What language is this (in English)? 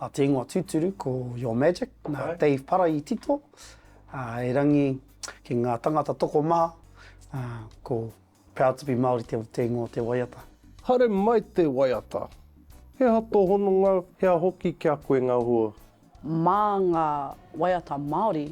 Māori